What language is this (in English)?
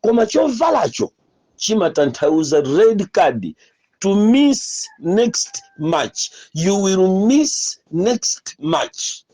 Nyanja